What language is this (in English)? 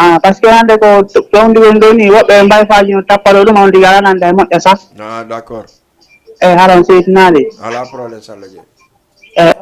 Fula